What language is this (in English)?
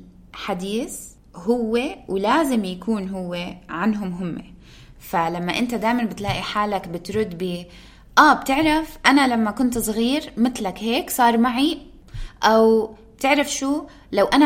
North Levantine Arabic